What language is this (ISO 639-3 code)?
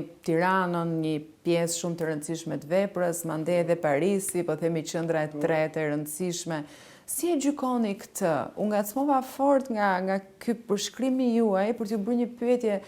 sqi